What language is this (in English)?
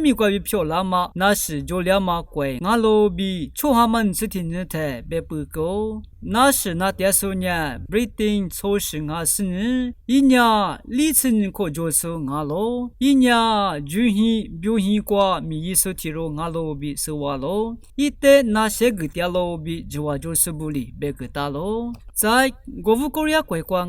Lisu